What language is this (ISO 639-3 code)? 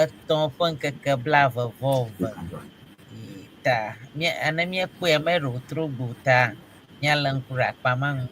ewe